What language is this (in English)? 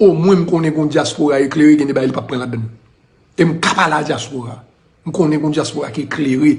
Haitian Creole